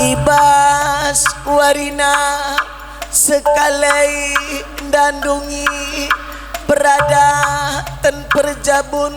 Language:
Batak Karo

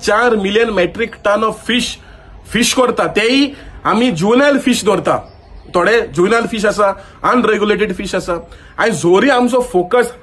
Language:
Konkani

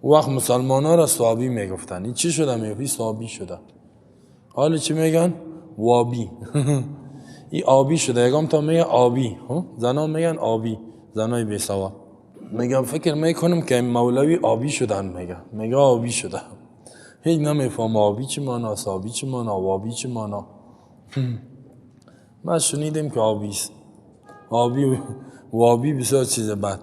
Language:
Persian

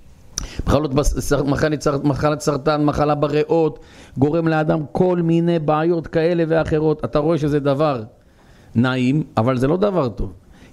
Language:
Hebrew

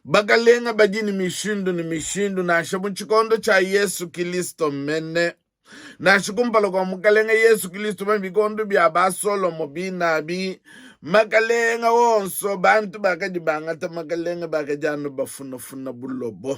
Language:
Luba-Lulua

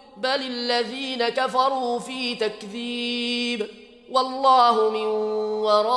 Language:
Arabic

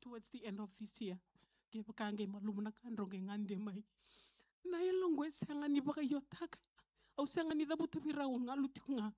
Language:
Fijian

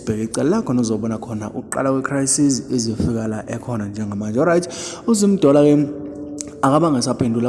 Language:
Zulu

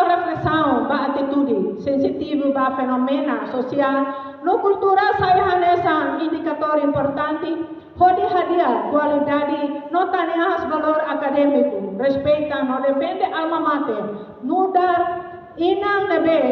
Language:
Tetum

